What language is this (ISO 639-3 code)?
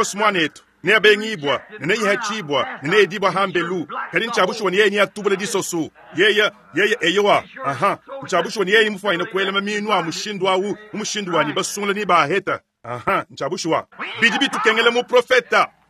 lua